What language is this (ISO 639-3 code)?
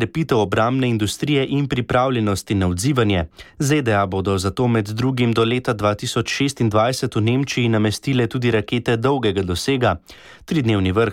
slv